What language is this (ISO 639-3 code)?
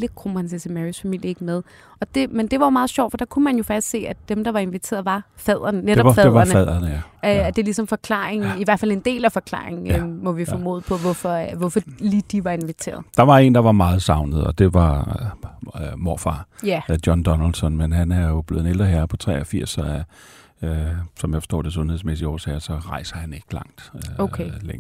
dan